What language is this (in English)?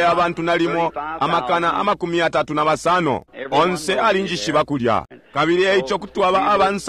Bemba